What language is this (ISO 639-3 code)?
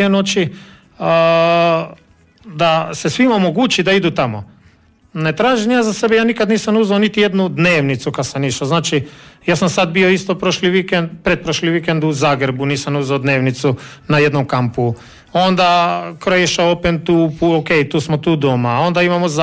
hrv